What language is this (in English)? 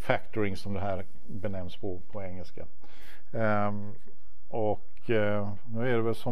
Swedish